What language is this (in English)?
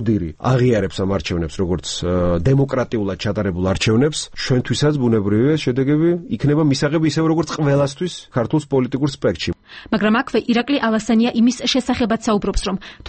Georgian